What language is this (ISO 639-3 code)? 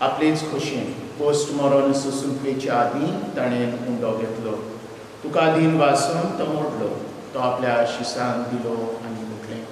kok